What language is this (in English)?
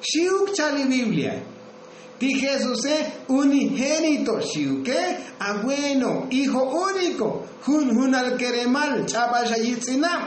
Tzotzil